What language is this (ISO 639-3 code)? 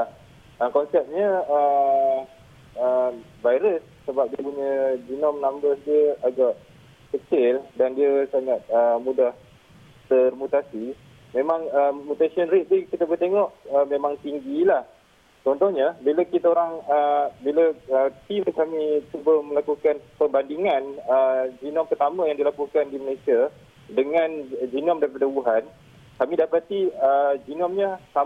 msa